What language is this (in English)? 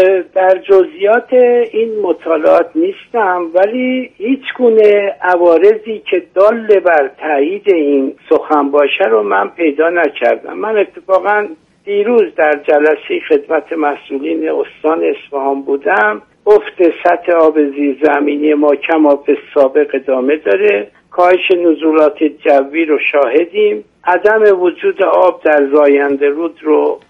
Persian